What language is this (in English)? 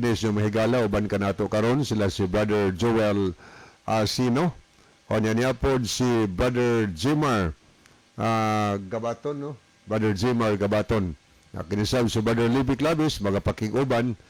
Cebuano